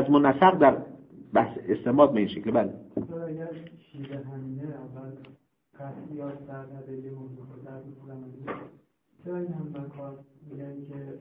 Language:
Persian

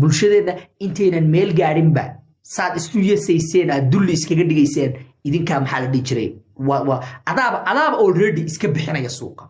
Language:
Somali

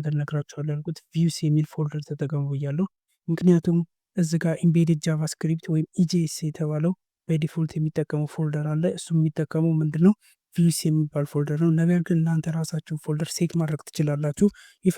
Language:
Amharic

